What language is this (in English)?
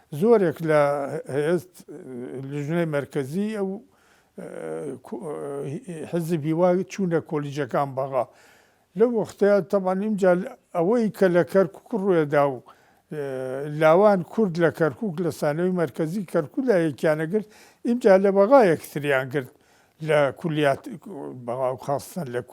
Central Kurdish